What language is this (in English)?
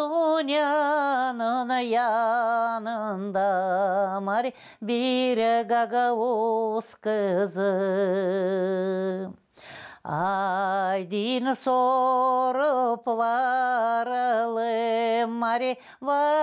Gagauz